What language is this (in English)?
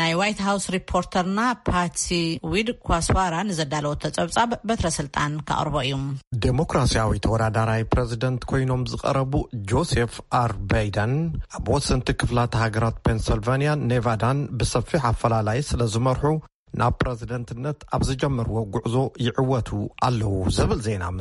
Tigrinya